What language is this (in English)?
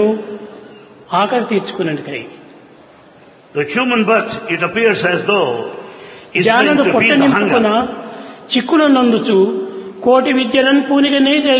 Telugu